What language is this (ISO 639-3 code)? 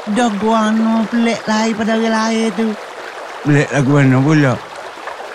msa